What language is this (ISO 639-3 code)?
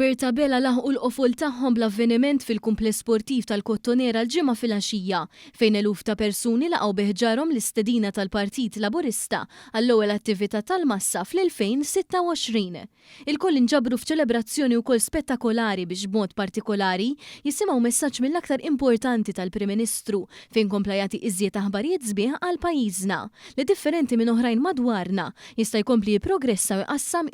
mlt